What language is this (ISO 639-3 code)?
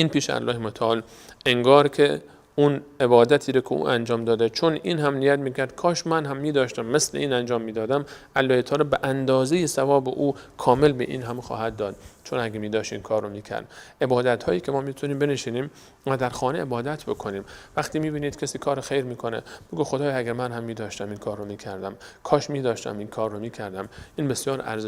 fas